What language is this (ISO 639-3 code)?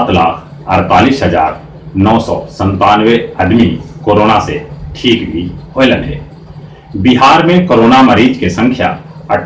mag